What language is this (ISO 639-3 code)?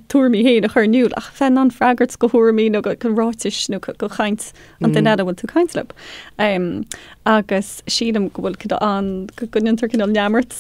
gle